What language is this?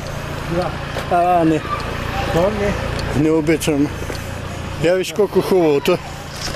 Bulgarian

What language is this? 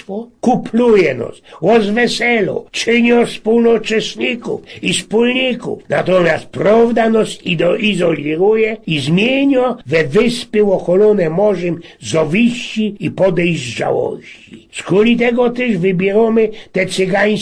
Silesian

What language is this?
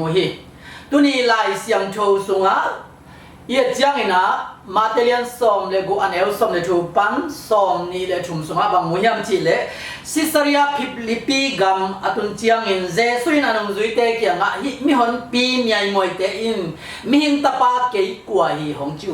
Tedim Chin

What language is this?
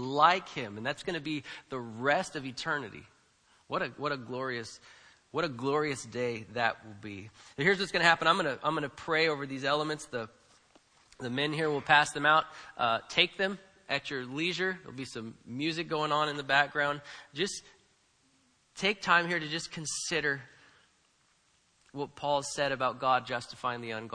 English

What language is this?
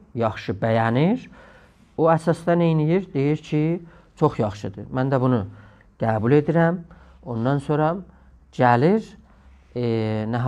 South Azerbaijani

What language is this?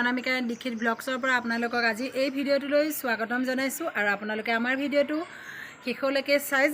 Assamese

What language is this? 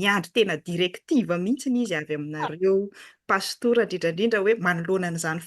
Malagasy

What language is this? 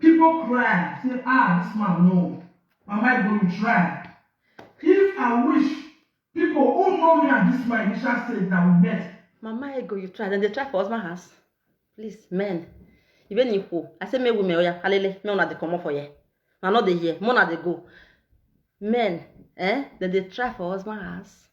Nigerian Pidgin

